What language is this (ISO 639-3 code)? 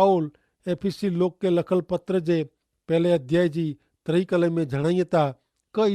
kfr